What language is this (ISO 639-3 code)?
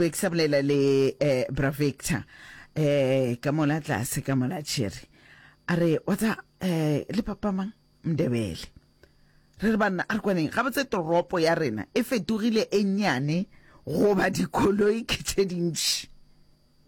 nso